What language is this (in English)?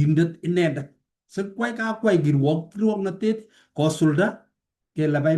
Kalenjin